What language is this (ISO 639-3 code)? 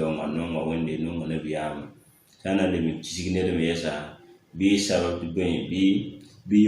mos